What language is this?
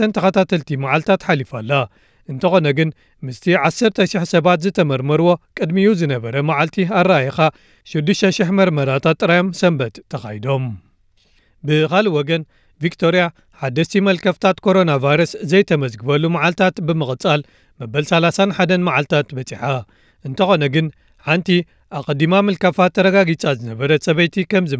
Tigrinya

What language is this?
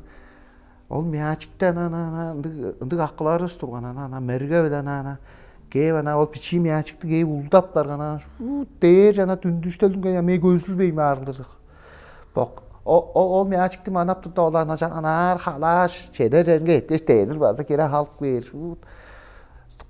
Tuvinian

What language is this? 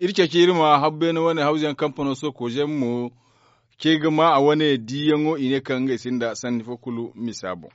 Zarma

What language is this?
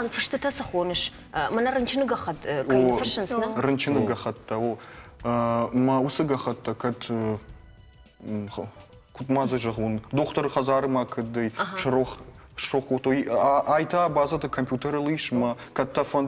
Ossetic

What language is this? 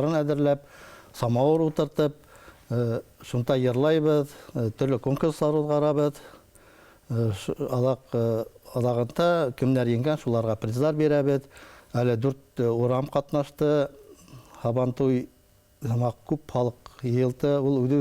Bashkir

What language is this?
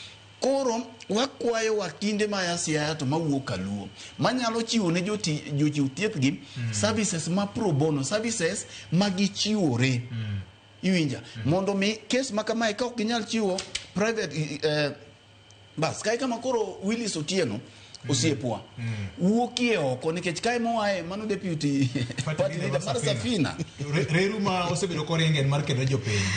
Luo (Kenya and Tanzania)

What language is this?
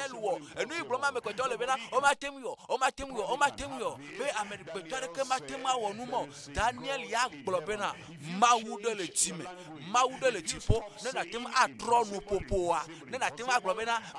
Ewe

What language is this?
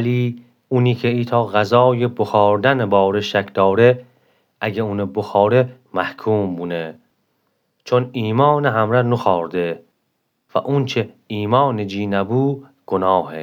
Gilaki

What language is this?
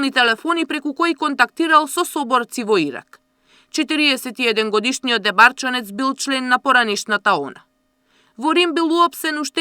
Macedonian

